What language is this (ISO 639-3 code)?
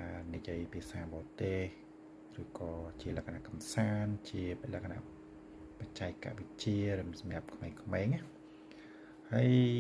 khm